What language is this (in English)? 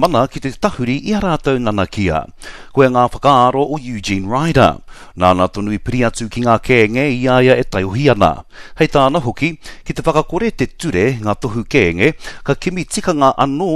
Māori